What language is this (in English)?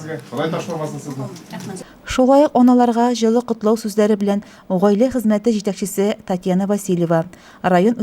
Tatar